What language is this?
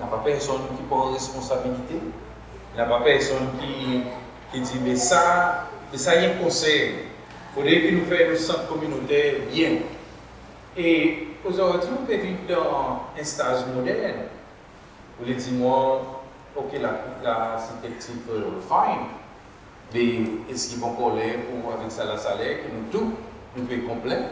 Seselwa Creole French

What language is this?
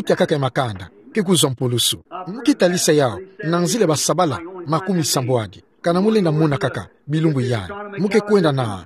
Kituba (Democratic Republic of Congo)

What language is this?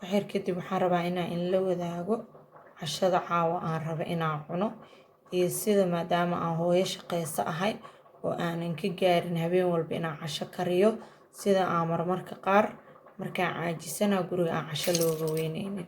Somali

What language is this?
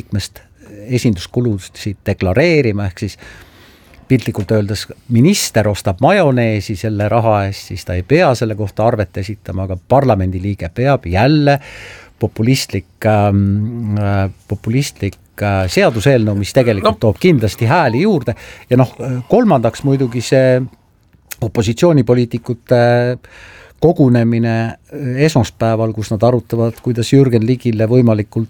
Estonian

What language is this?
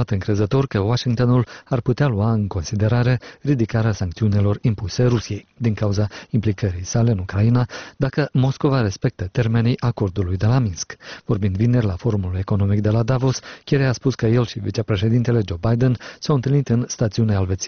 Romanian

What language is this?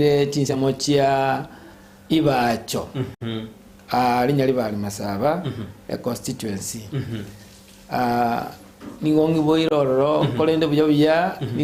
Gusii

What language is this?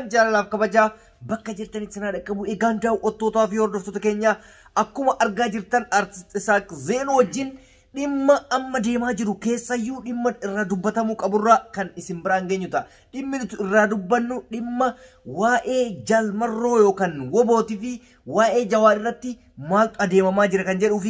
Oromo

